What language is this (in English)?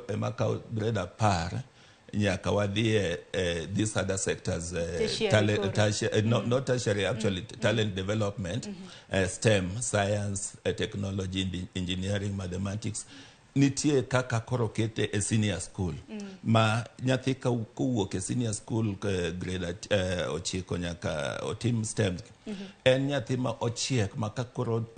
Luo (Kenya and Tanzania)